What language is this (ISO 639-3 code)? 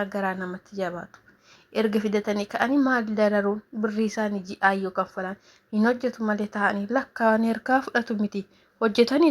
orm